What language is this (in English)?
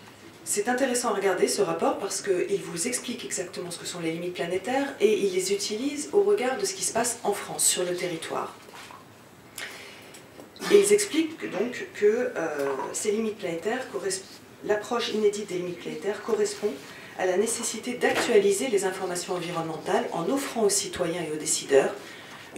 French